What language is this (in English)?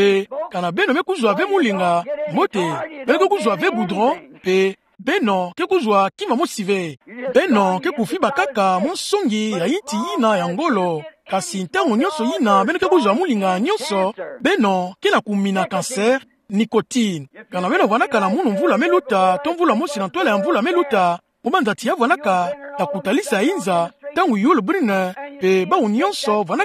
Kituba (Democratic Republic of Congo)